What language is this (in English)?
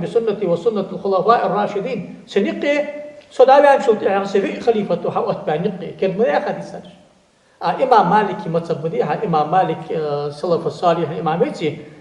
Ingush